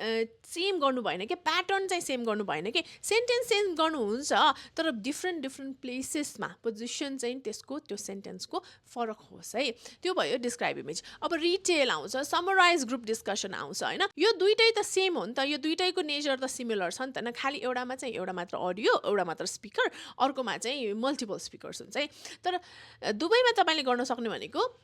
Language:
Nepali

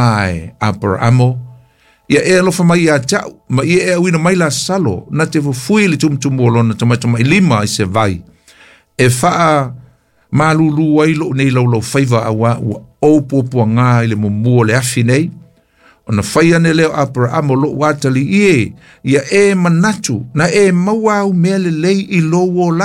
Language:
Samoan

